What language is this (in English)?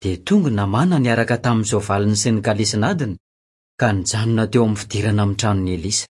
Malagasy